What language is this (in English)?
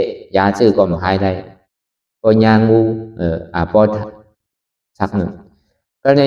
Shan